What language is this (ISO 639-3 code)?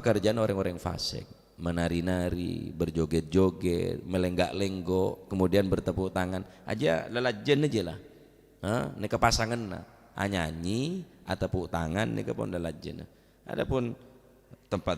mad